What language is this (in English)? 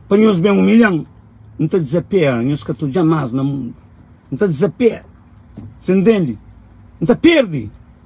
Kabuverdianu